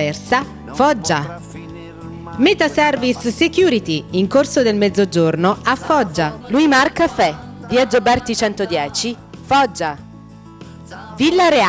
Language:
Italian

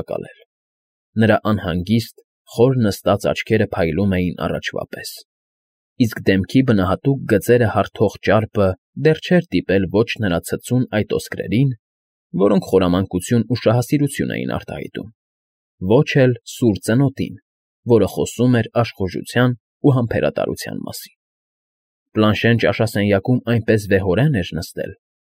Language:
Armenian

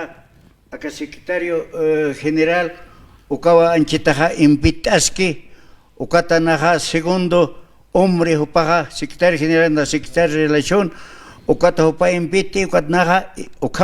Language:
Aymara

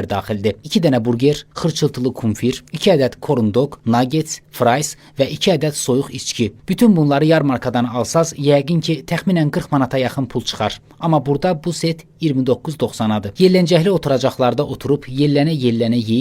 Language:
Azerbaijani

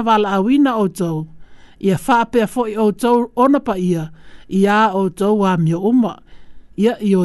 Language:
Samoan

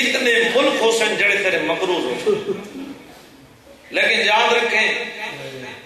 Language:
Urdu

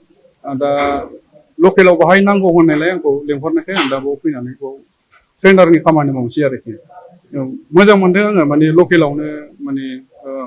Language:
Bodo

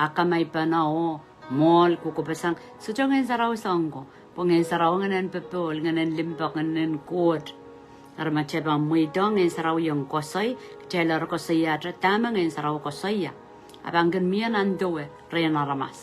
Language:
Pohnpeian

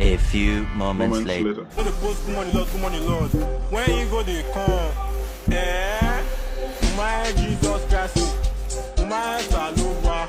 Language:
Nigerian Pidgin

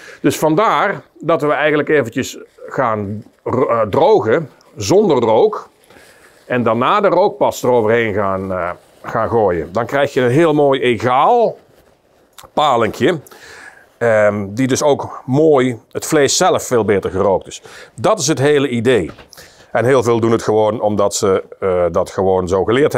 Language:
Dutch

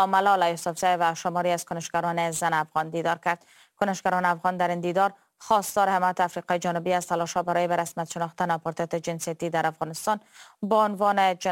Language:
Persian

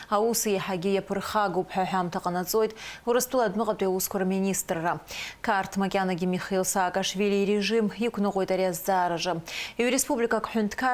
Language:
Abkhazian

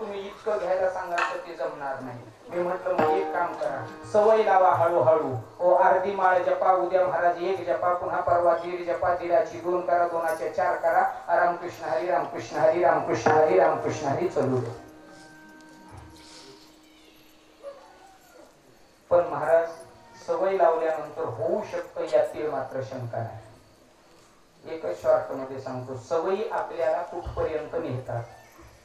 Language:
Marathi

